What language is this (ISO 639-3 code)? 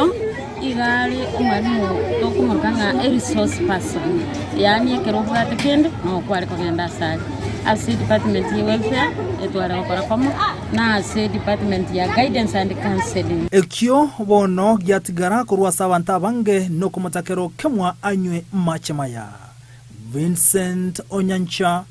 guz